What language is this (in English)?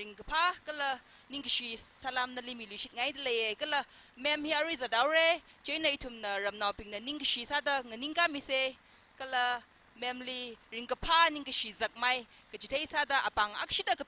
Tangkhul Naga (India)